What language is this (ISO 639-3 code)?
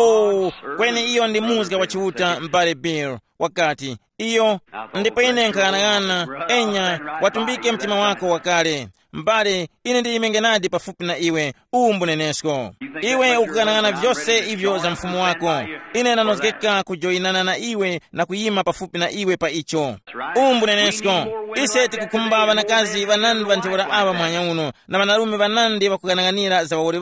tum